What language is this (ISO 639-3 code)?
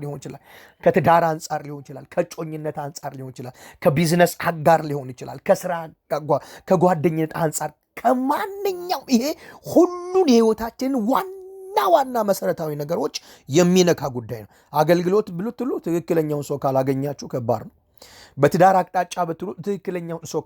amh